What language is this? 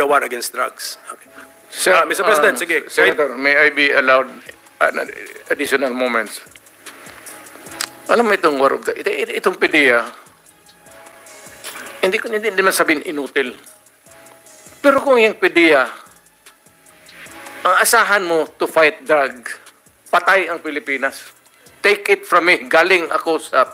Filipino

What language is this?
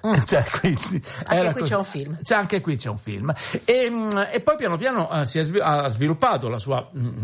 Italian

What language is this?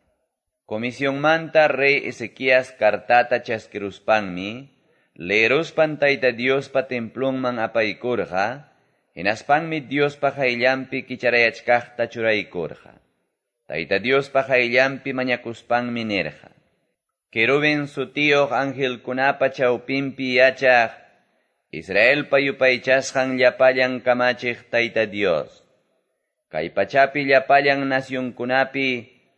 Quechua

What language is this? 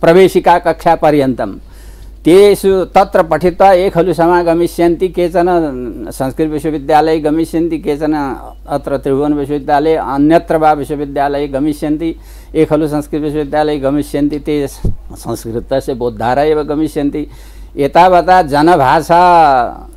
Sanskrit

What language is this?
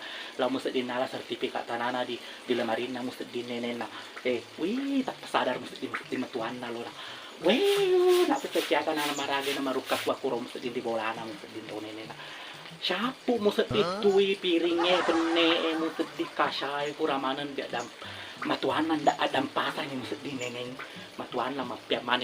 Buginese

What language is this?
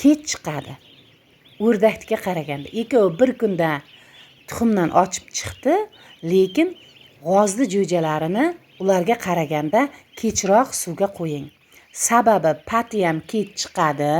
Uzbek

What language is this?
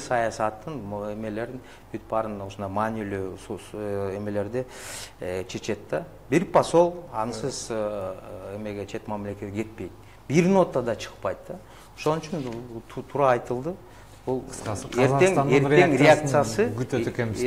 Kyrgyz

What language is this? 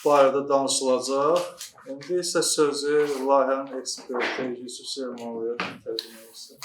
Azerbaijani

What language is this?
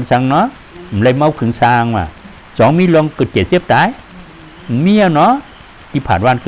Shan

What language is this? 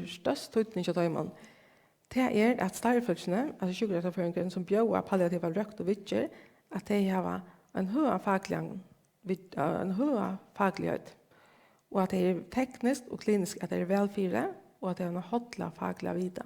Faroese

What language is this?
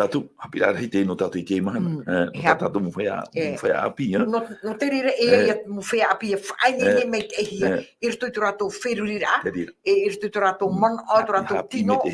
Tahitian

